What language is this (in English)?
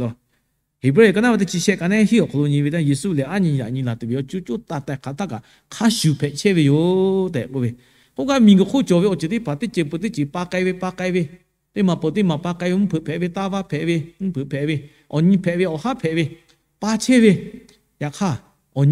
Lahu